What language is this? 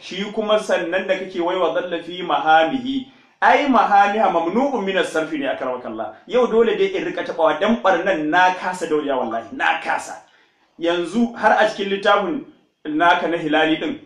Hausa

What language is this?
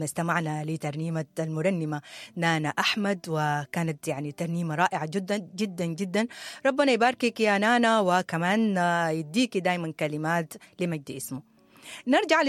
Sudanese Arabic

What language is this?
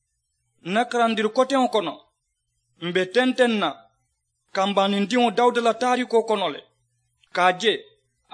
Mandingo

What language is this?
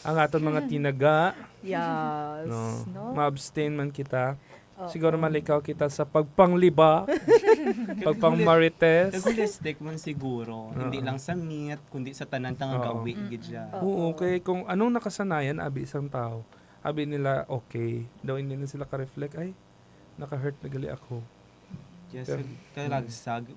Hiligaynon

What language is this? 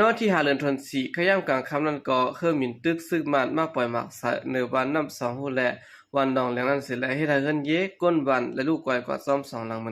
Shan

